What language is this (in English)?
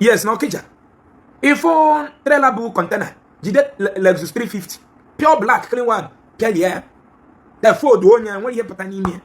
Igbo